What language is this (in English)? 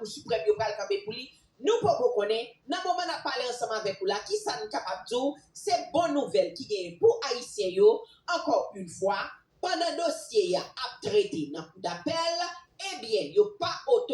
Haitian Creole